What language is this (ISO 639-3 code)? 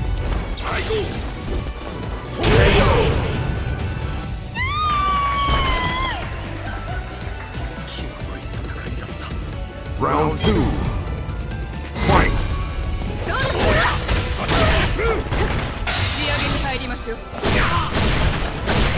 jpn